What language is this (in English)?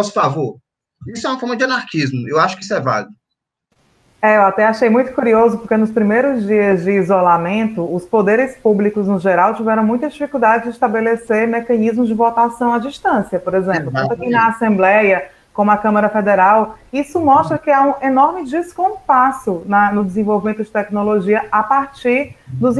Portuguese